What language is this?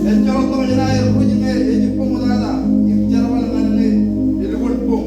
Marshallese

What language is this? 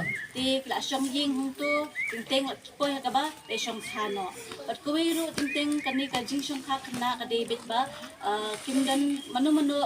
Khasi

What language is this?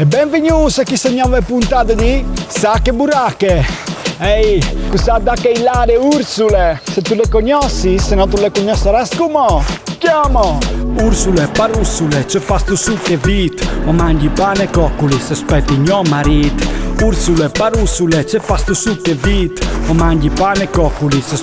Friulian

